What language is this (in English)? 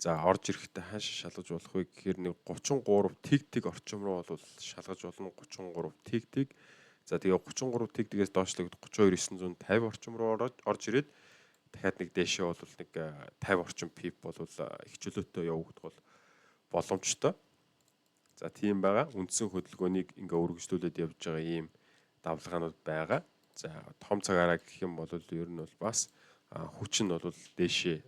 Mongolian